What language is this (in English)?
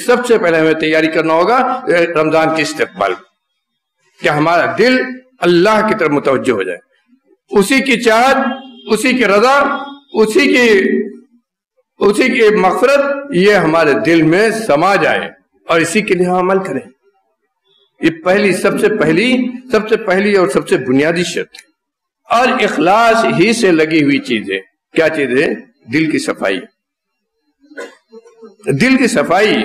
Urdu